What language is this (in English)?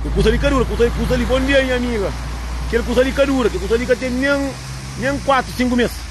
Kabuverdianu